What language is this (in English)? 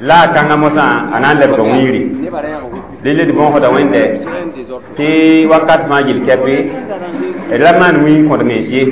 Mossi